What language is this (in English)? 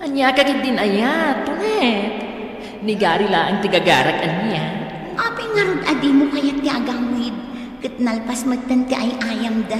Iloko